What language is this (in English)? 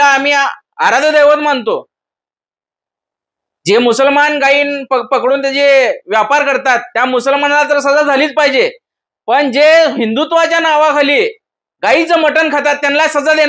Marathi